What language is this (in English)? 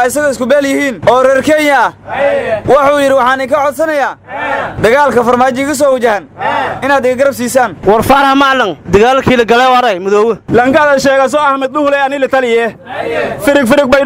Somali